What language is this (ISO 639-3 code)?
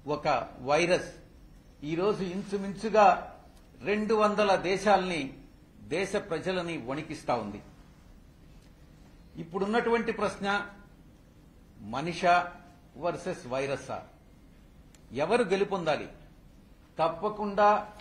tel